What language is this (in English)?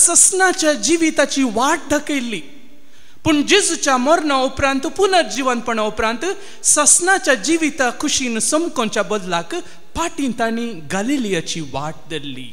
Konkani